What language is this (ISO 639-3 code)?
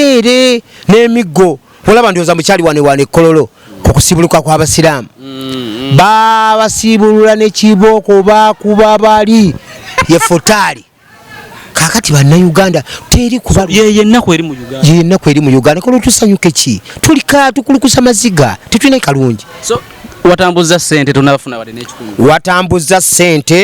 lug